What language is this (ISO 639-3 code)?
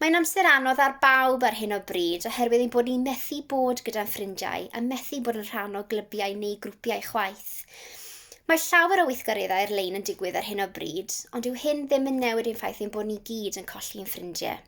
cym